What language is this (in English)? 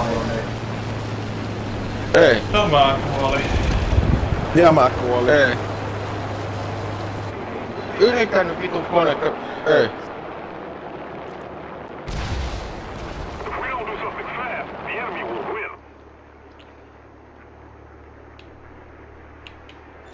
Finnish